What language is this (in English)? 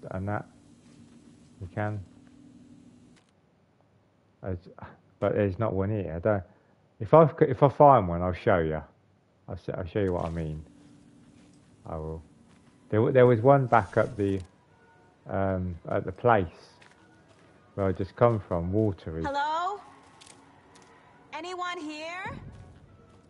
English